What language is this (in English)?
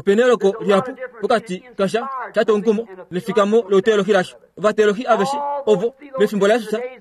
Kuanyama